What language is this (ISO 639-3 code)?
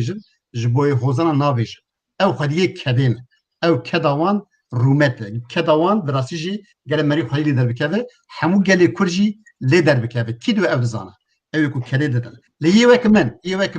kur